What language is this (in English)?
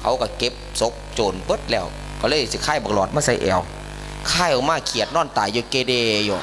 Northeastern Thai